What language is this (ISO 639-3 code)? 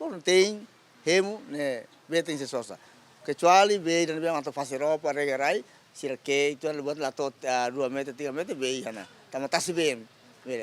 tet